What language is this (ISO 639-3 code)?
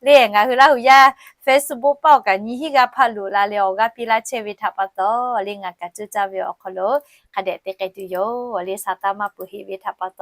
lhu